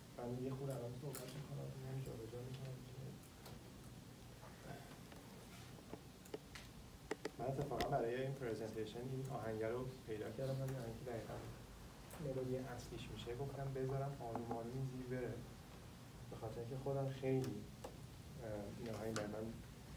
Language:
Persian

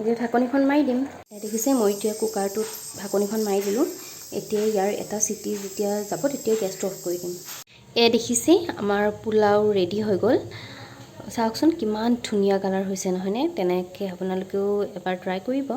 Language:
Assamese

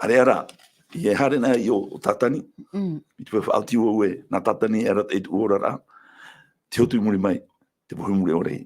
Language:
Tahitian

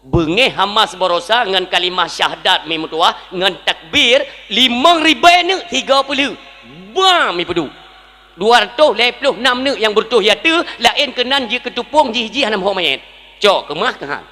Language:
Achinese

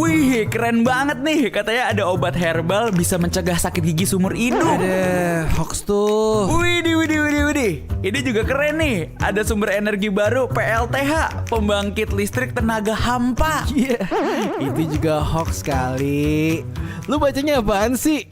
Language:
Manado Malay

